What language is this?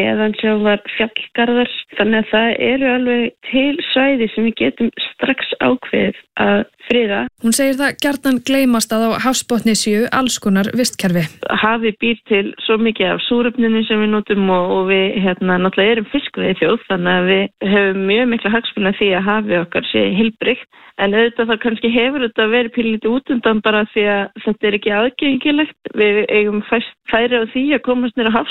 Icelandic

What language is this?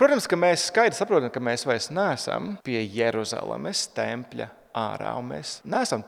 Latvian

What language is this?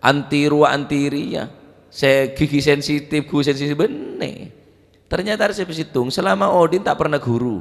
Madurese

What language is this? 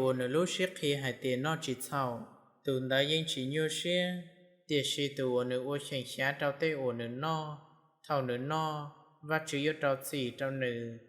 Hmong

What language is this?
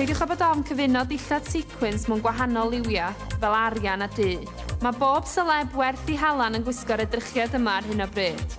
Welsh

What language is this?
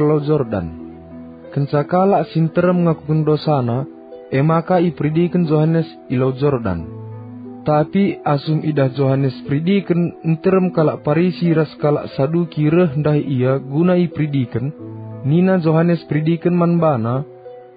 Batak Karo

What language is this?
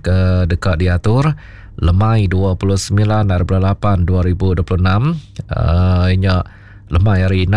Iban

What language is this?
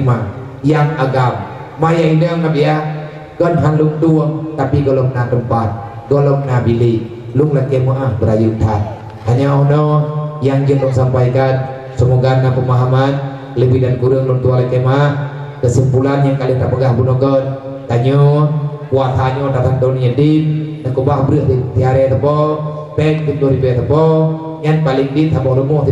Achinese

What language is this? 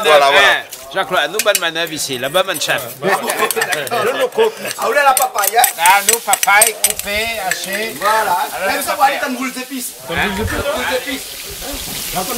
Réunion Creole French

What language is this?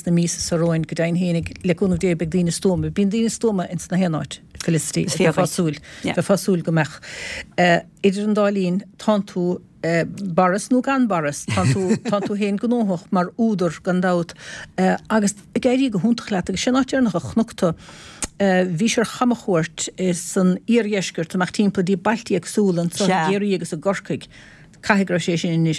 Irish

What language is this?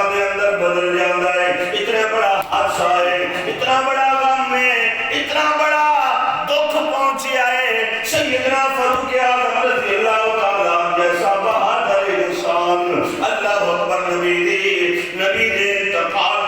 Saraiki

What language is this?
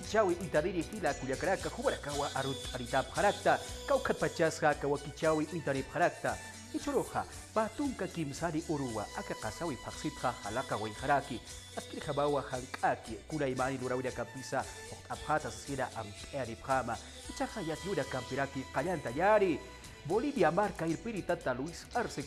Aymara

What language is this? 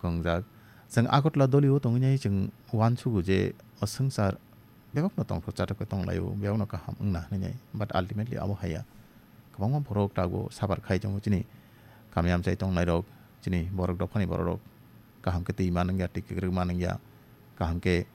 Kok Borok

